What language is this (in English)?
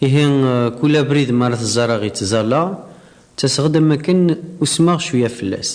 Kabyle